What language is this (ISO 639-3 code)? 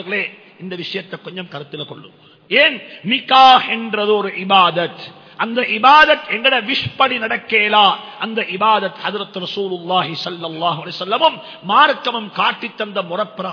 tam